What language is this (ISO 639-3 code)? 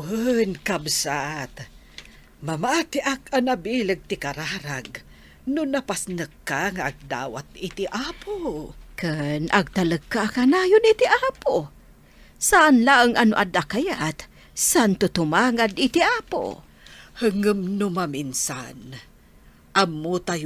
ilo